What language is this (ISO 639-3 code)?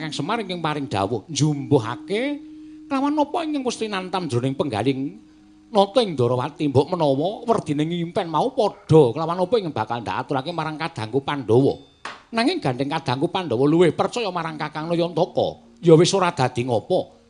jav